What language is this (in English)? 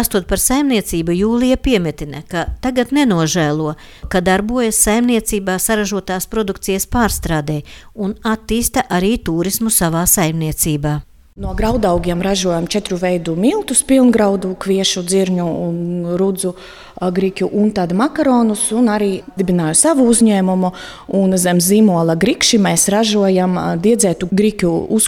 Latvian